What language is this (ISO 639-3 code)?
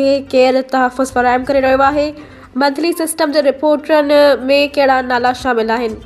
snd